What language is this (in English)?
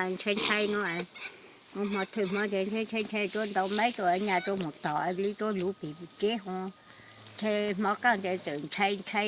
Hmong